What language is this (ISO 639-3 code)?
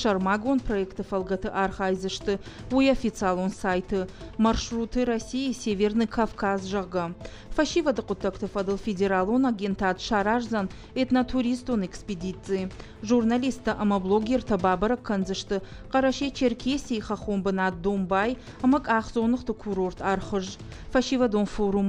oss